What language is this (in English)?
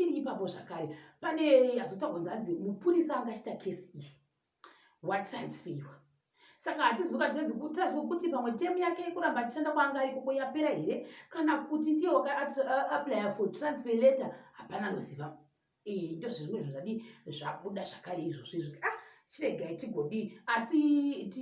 Shona